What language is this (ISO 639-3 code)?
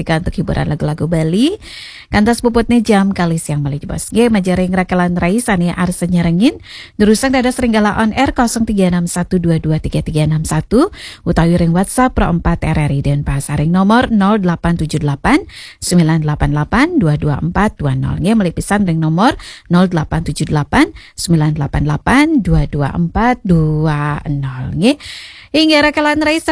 ban